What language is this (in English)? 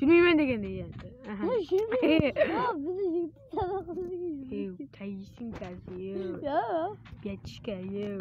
Kara-Kalpak